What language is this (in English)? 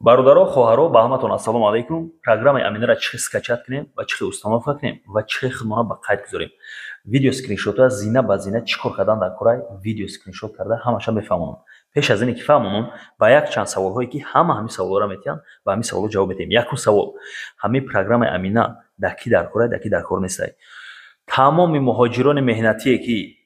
Tajik